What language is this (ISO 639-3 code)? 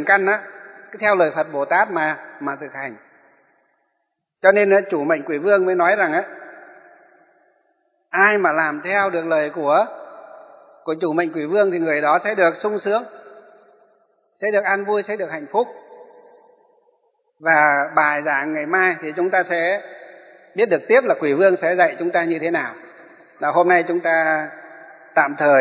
vie